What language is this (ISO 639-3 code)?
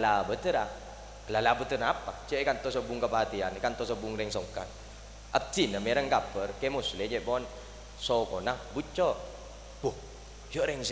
mad